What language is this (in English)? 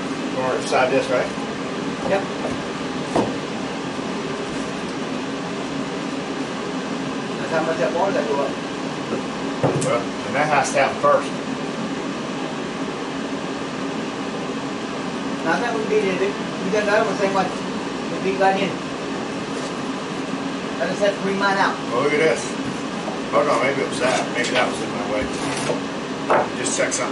English